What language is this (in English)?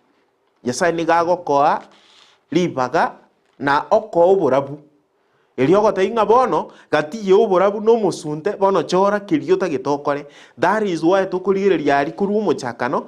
Gusii